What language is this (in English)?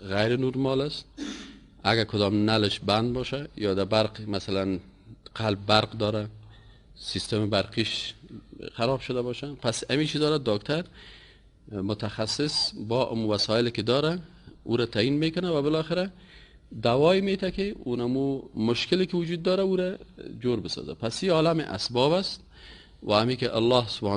Persian